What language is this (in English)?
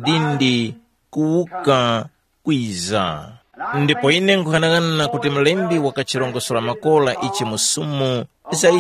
Tumbuka